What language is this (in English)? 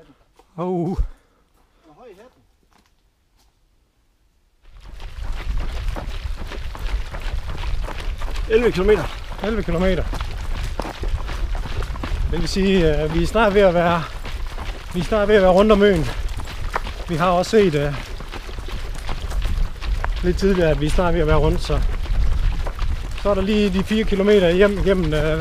Danish